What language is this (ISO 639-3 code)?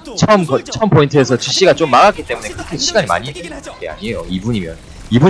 kor